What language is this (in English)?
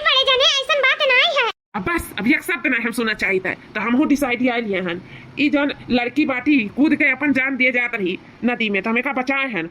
Awadhi